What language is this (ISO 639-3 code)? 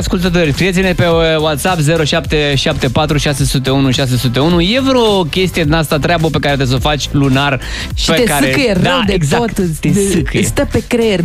ron